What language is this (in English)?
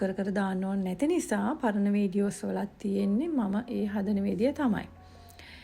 Sinhala